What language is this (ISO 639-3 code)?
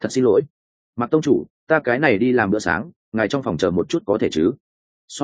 vie